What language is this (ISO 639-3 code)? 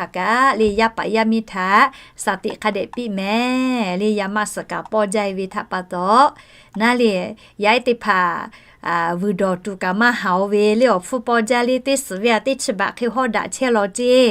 lhu